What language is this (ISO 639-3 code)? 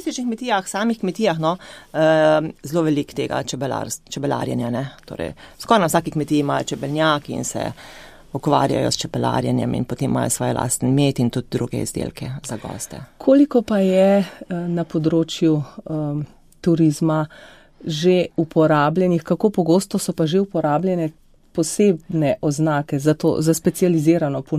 slv